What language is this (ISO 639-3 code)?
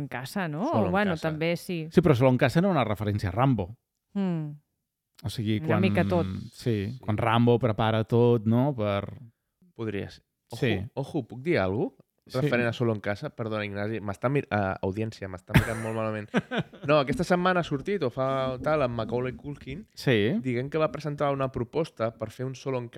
cat